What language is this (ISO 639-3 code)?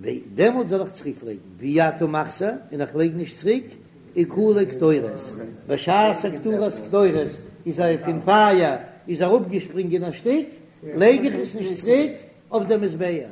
yid